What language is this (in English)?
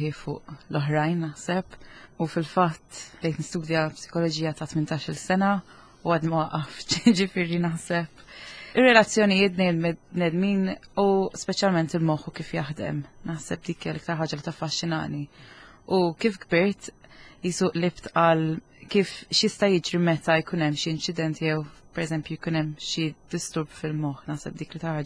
Maltese